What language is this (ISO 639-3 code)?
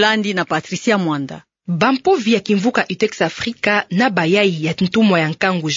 ktu